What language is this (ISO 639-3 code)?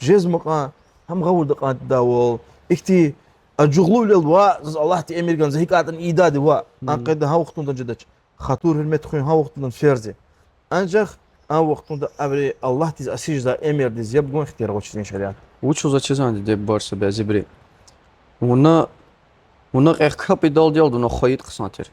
lez